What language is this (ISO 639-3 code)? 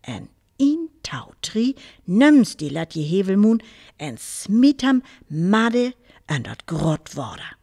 frr